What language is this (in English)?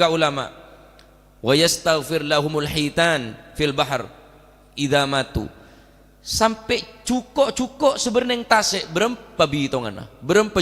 Madurese